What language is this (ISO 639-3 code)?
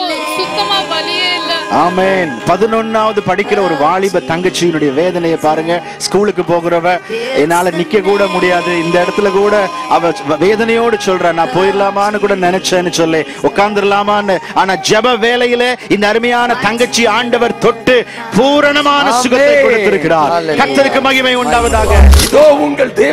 tam